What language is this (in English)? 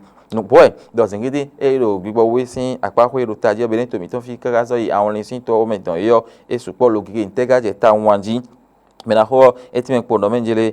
Fon